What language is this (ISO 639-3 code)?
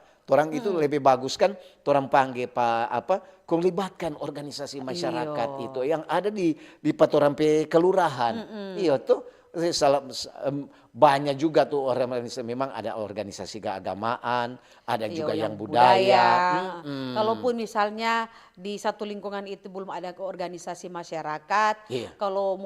xmm